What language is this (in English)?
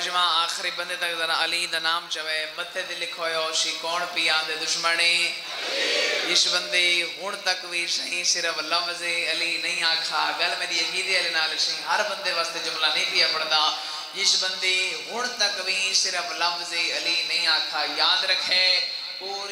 Saraiki